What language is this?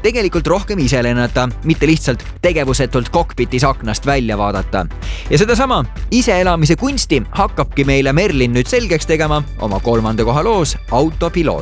Estonian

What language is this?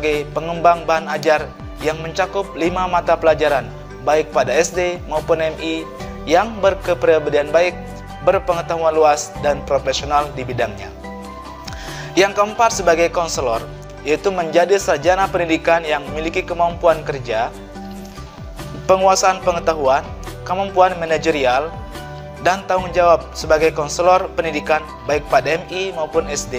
Indonesian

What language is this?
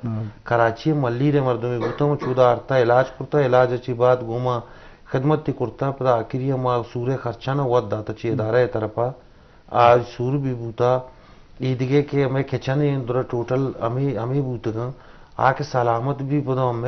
Eastern Balochi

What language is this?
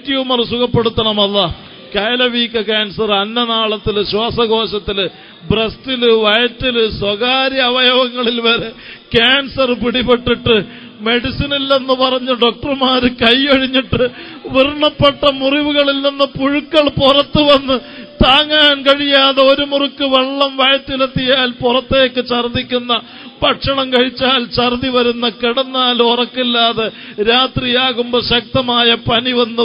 Malayalam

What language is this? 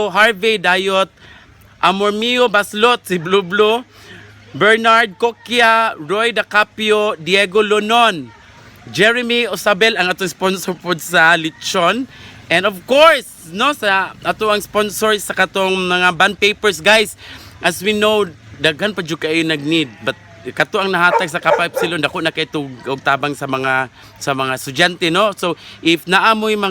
Cebuano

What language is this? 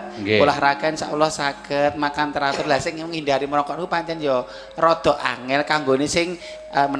Javanese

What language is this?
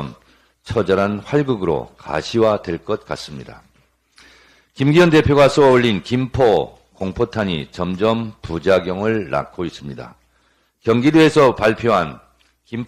Korean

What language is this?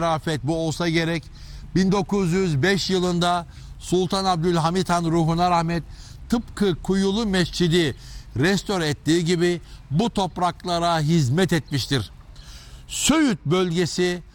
Turkish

